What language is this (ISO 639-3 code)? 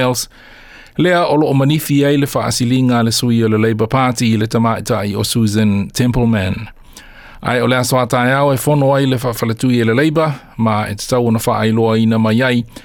smo